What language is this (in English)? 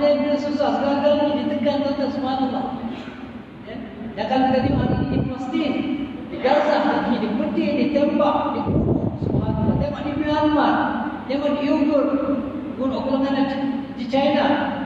Malay